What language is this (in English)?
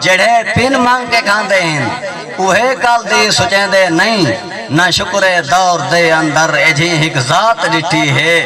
Saraiki